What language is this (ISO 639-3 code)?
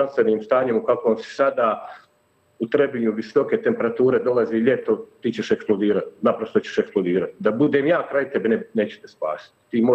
srp